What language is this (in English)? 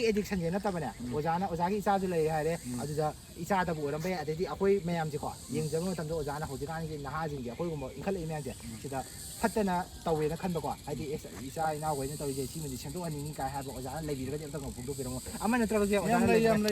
Manipuri